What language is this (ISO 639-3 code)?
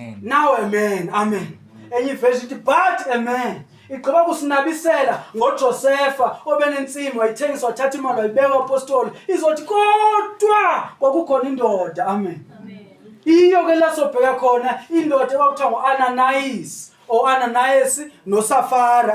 zul